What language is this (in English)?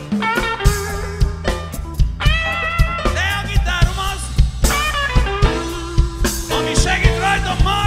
Hungarian